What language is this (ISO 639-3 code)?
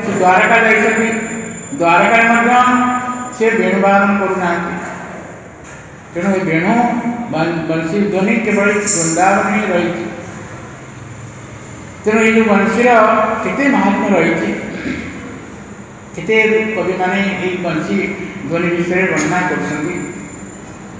ori